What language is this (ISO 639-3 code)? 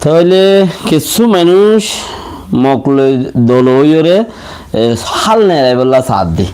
rhg